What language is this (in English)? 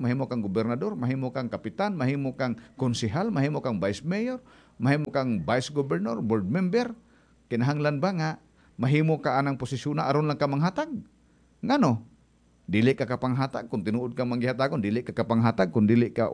Cebuano